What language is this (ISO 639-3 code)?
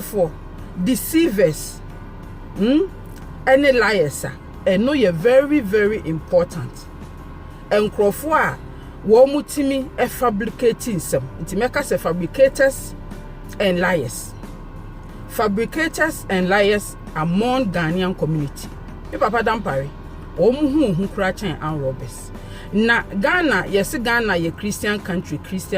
aka